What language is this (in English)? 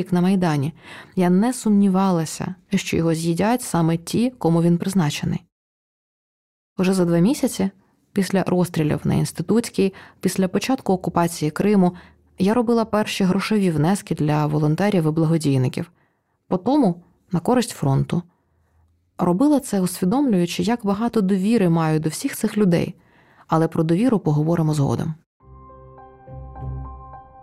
Ukrainian